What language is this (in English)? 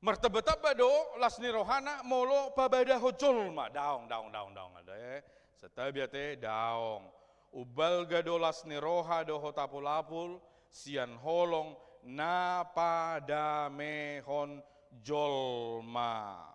Batak Toba